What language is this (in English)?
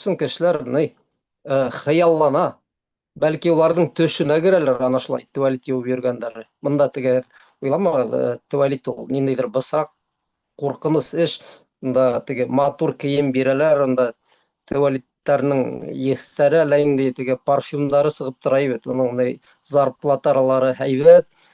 Bashkir